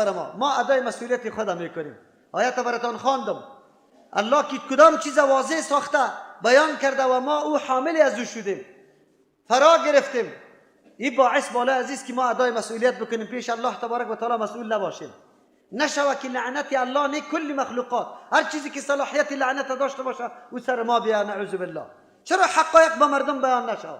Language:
Persian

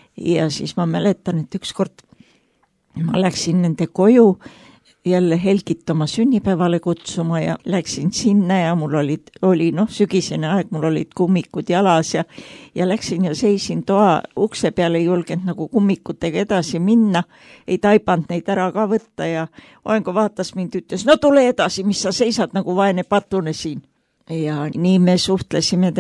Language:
Estonian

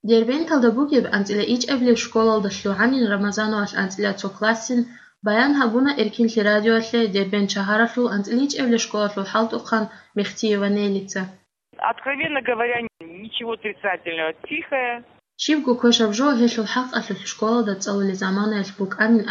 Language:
Avaric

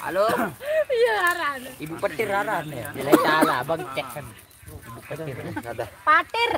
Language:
Sasak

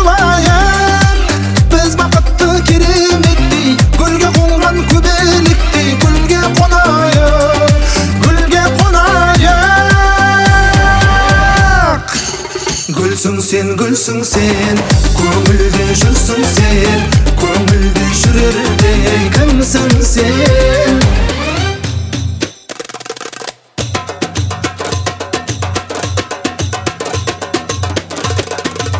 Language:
Kazakh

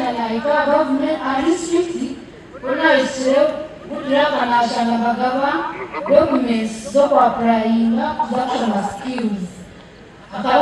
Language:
Nyankole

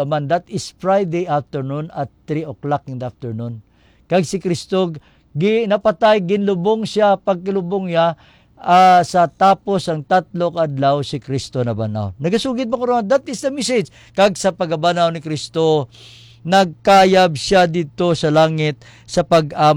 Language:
Hiligaynon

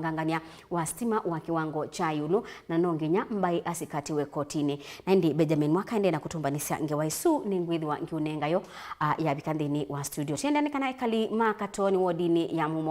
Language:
Kamba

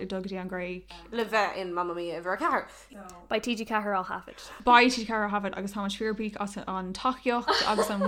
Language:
Irish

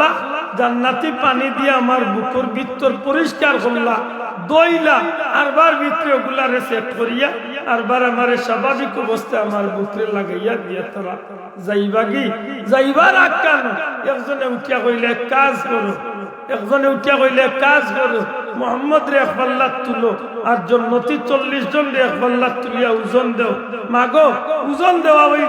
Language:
Sylheti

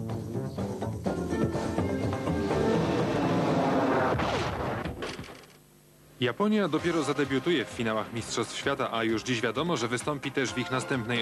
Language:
Polish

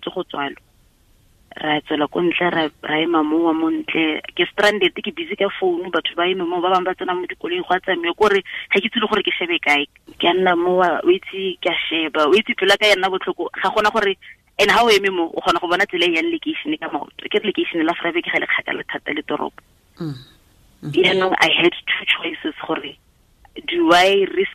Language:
Tswana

